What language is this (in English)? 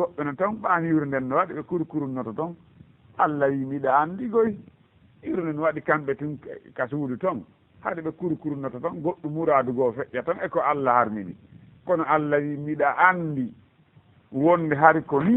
Fula